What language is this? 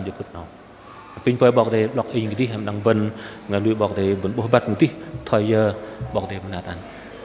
Bahnar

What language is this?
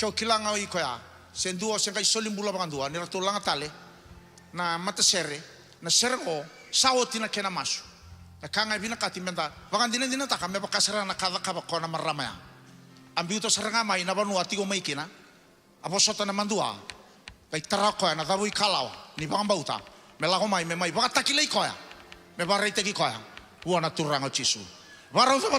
Fijian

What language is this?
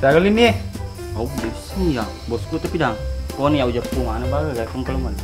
Buginese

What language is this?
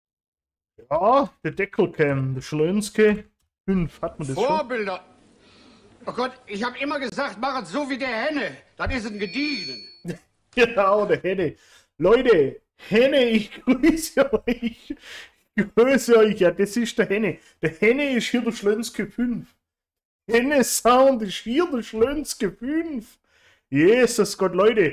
German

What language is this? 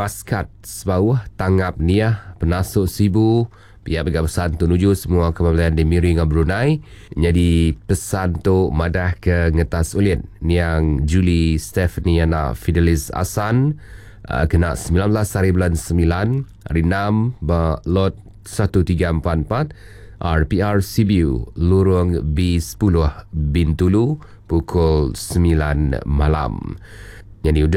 Iban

